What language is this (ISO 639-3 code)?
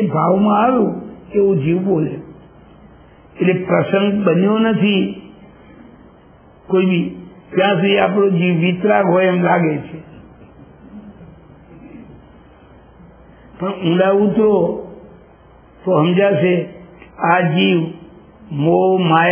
guj